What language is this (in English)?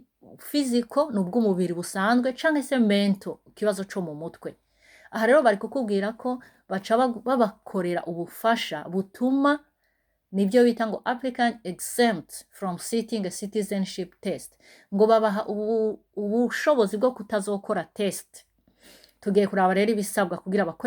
Rundi